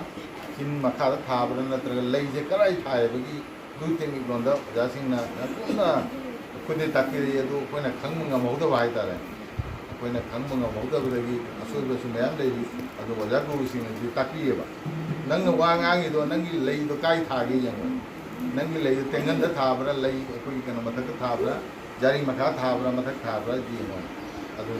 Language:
Manipuri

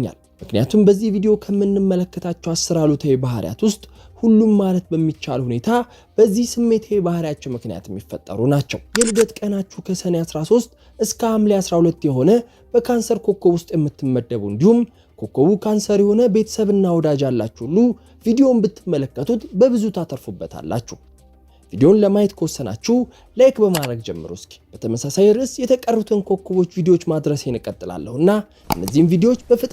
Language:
Amharic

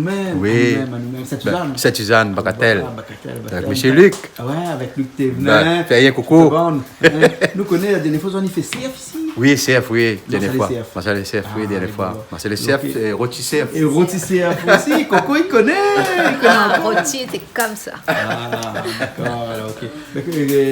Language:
Réunion Creole French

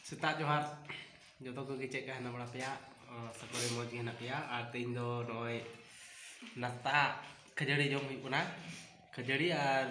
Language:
Santali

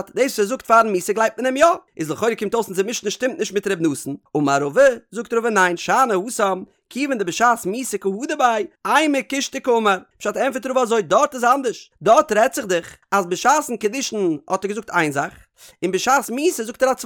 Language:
Yiddish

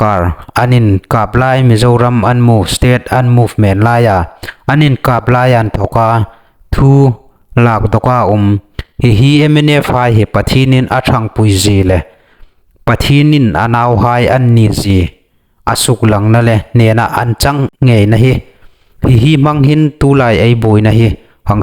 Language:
Hmar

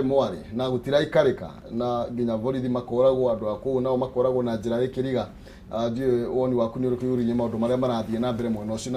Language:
Kikuyu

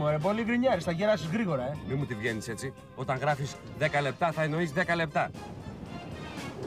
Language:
Greek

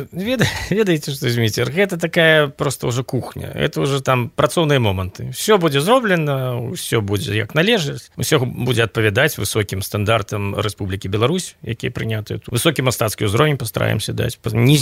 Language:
Belarusian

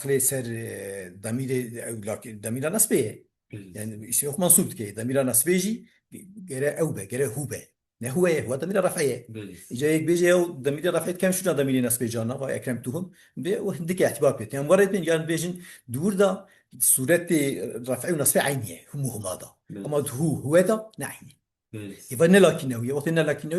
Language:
Kurdish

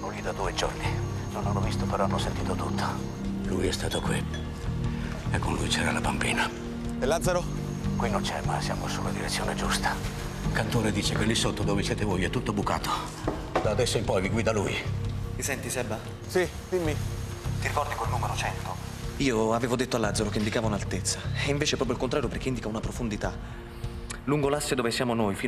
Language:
Italian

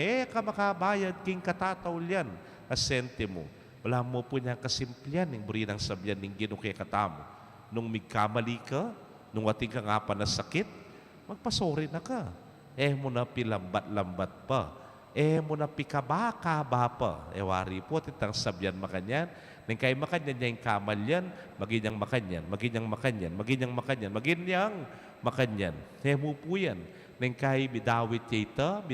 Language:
Pampanga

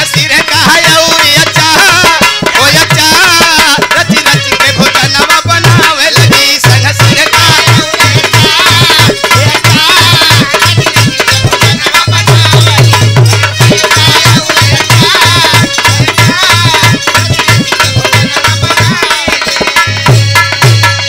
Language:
Bhojpuri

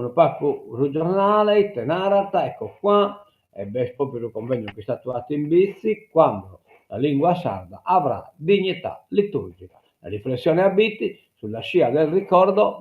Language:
Sardinian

